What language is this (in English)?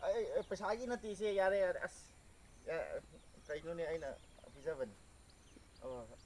Manipuri